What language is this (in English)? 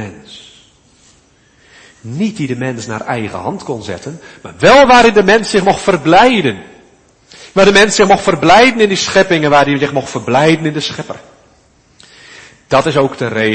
Dutch